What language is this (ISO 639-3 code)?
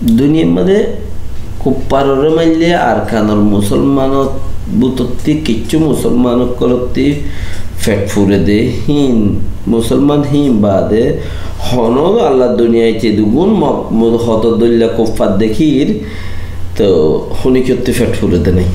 rhg